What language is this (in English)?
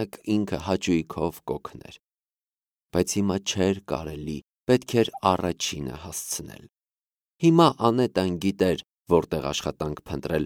Armenian